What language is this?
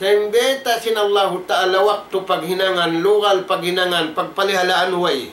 Tausug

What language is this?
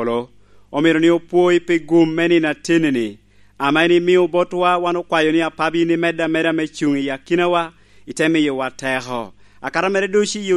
Lango (Uganda)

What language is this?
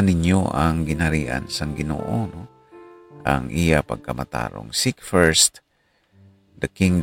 Hiligaynon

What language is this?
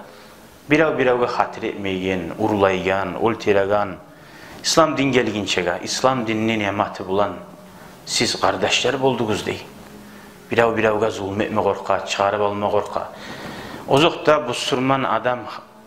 Kumyk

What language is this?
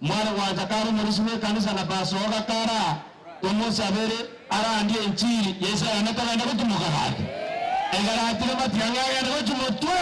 Gusii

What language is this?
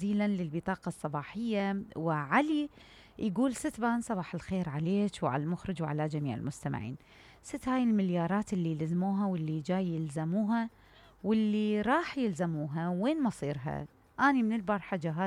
Mesopotamian Arabic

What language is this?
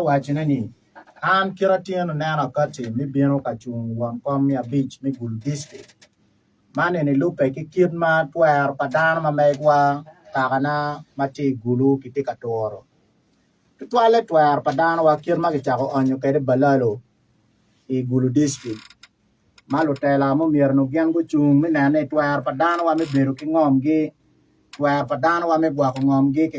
Acoli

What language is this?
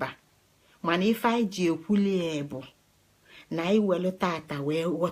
Igbo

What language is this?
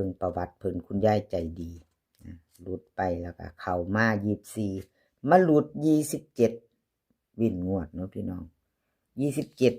Northeastern Thai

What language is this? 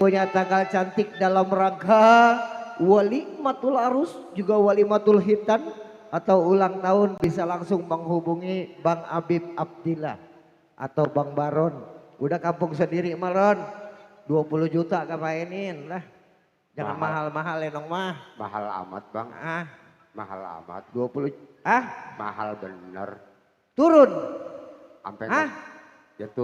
Betawi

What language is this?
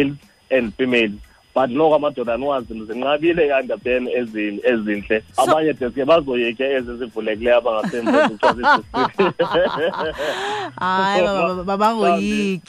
Xhosa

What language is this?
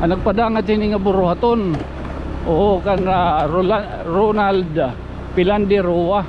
Waray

